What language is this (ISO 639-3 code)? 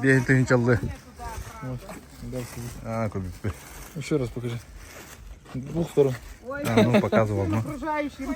sah